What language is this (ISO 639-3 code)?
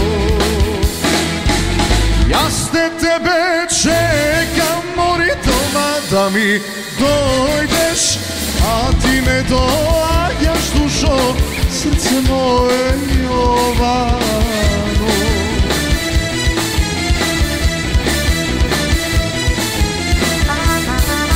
mkd